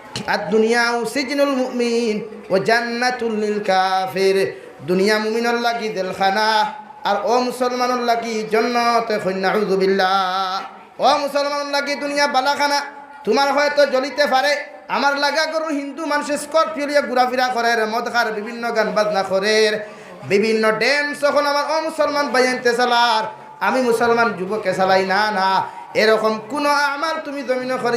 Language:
Sylheti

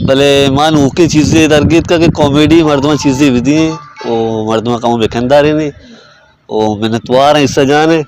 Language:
Baluchi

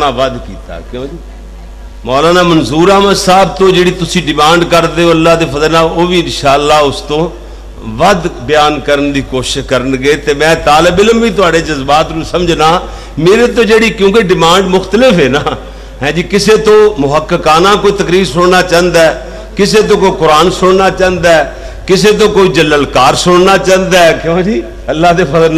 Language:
Western Panjabi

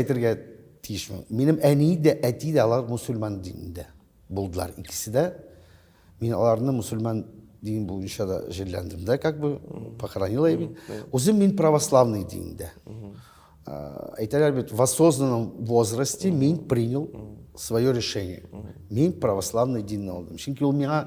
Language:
Tatar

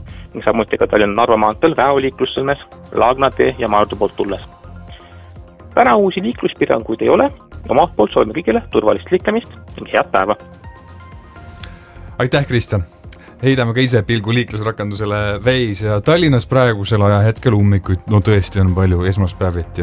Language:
Estonian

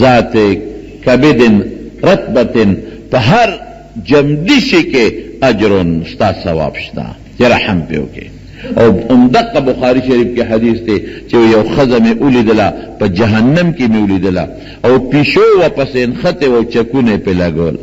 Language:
Pashto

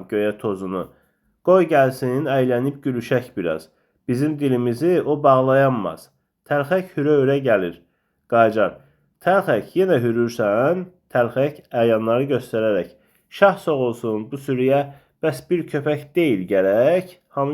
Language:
Azerbaijani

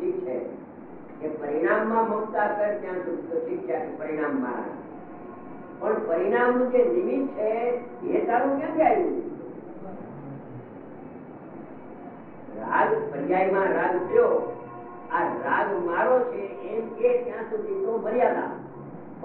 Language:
Gujarati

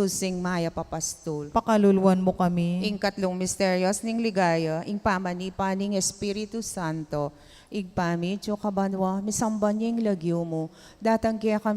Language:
Pampanga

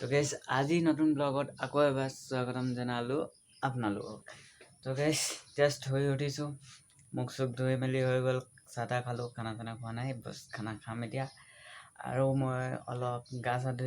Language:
Assamese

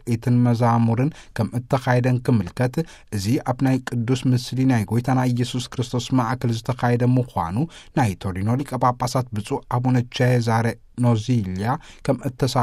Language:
Tigrinya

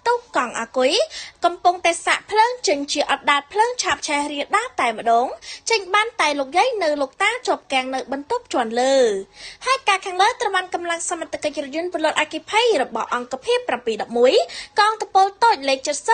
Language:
Khmer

